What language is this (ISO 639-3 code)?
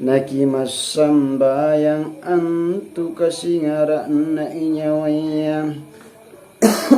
mak